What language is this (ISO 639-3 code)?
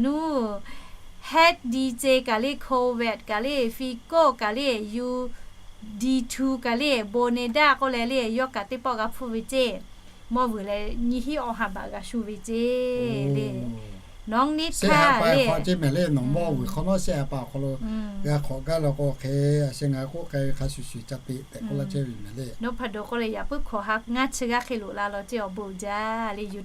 lhu